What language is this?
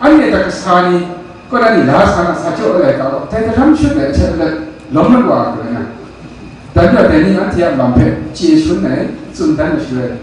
Kachin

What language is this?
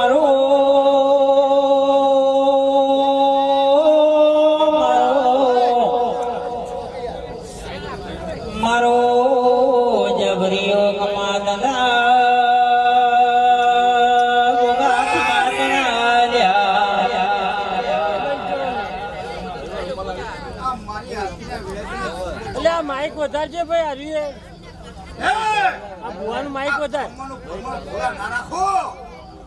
Gujarati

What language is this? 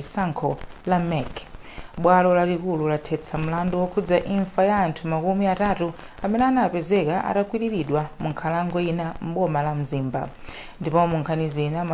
Nyanja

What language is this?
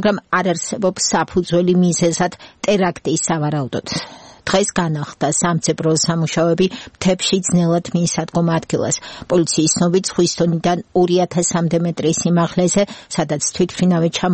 Georgian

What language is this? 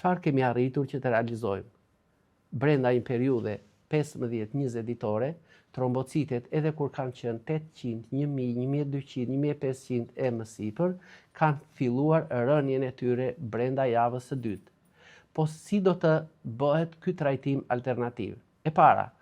Albanian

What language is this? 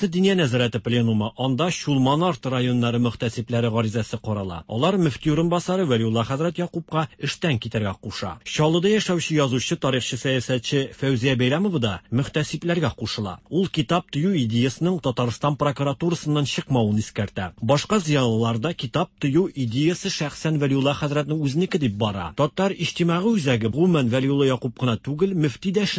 Tatar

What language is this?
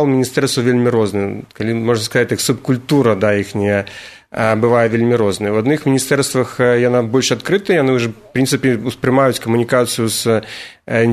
Belarusian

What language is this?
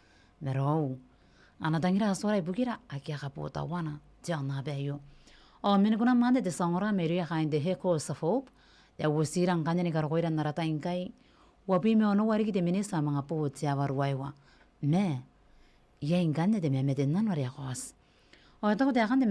Gilbertese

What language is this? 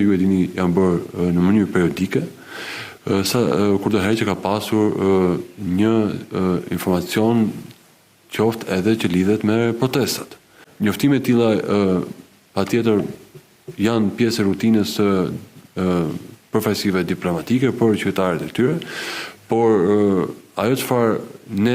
Albanian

